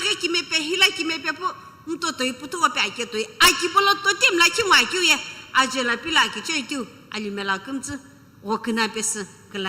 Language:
Sumi Naga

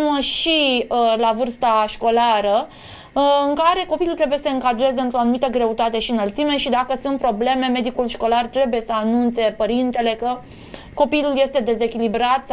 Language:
Romanian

